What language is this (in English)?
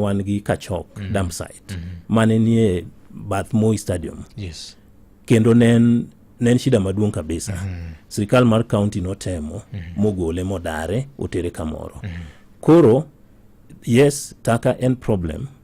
Luo (Kenya and Tanzania)